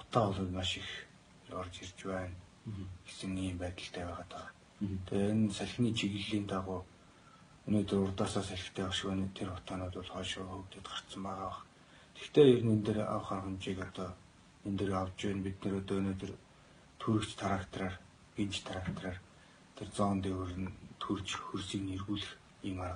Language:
Mongolian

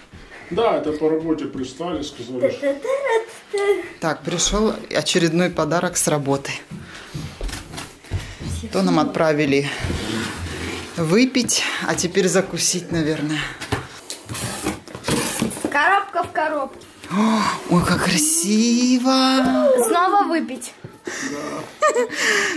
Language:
Russian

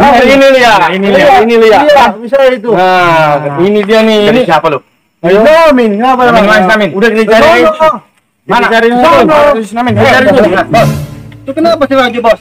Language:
Betawi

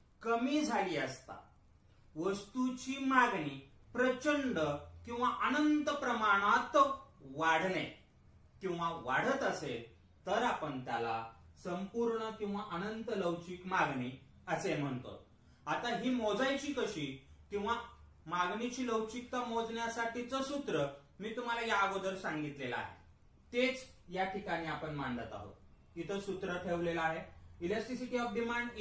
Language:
Marathi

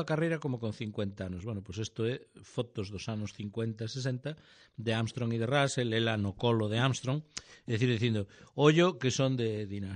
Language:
Galician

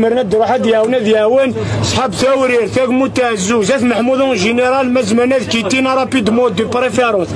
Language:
Kabyle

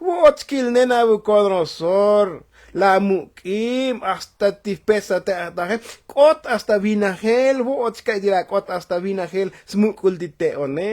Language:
Tzotzil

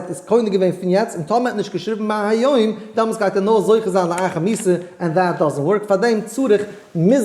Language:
Yiddish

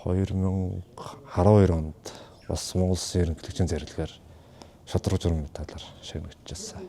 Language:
Mongolian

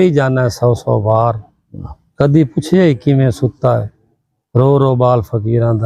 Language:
Saraiki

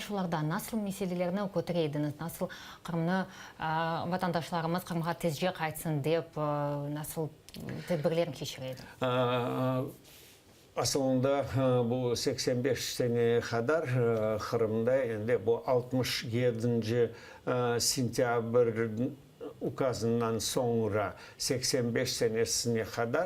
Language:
Crimean Tatar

